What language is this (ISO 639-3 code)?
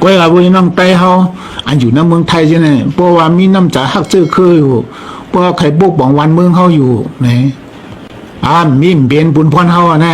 shn